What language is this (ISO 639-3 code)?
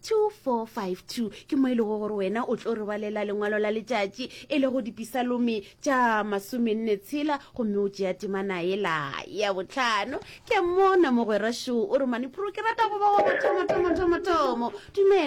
nso